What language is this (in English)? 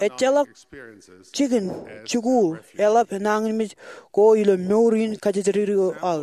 Marshallese